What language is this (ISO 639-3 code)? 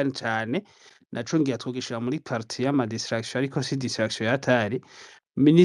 run